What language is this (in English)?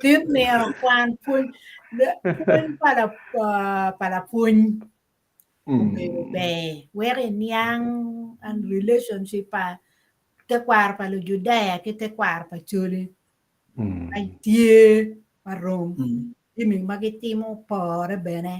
Acoli